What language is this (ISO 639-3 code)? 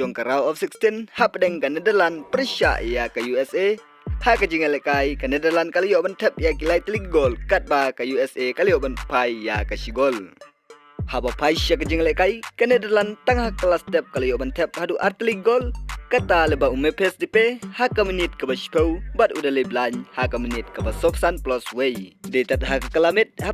kha